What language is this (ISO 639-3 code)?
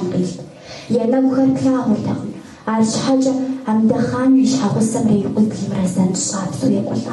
kbd